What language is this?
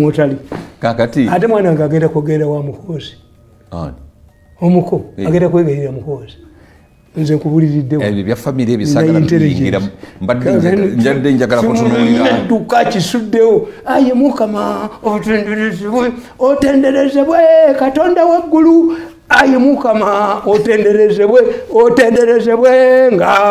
Ganda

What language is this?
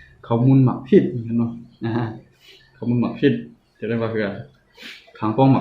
Shan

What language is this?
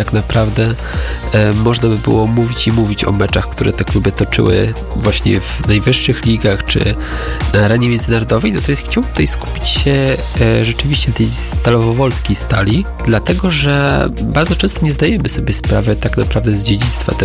Polish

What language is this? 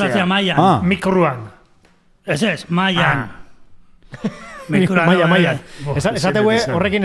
Basque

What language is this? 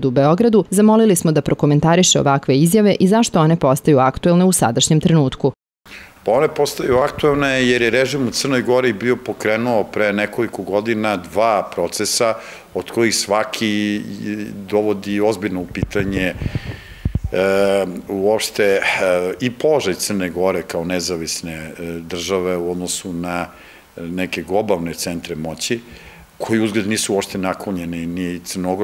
Serbian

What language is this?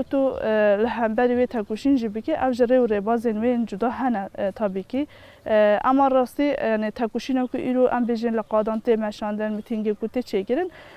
Kurdish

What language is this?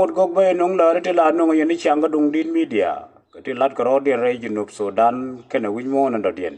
Nuer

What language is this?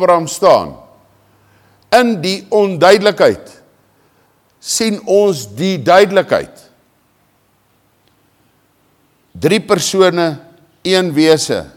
Afrikaans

